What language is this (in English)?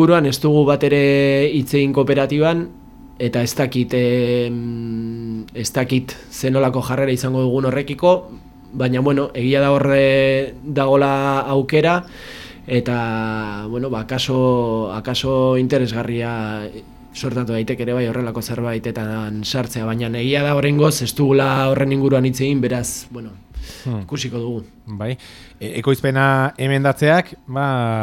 Basque